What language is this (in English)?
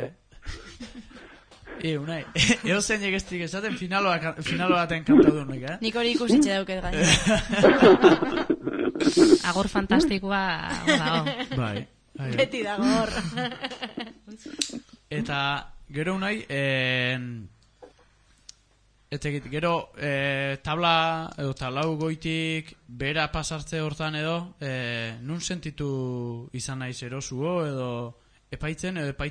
Basque